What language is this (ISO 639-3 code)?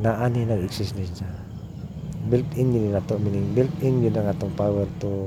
ceb